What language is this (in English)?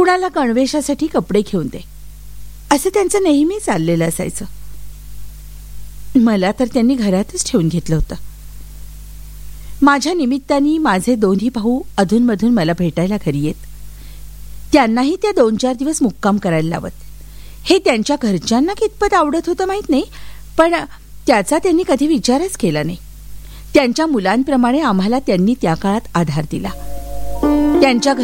Marathi